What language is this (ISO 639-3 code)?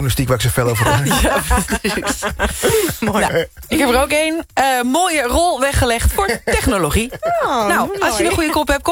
nld